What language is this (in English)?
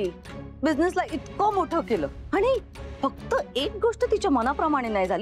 Marathi